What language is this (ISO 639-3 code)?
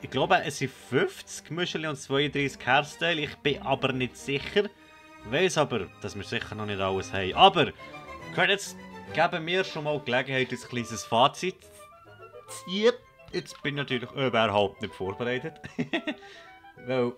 gsw